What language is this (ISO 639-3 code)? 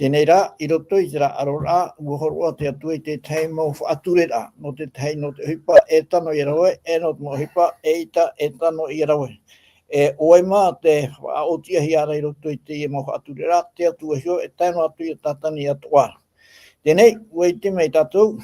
tah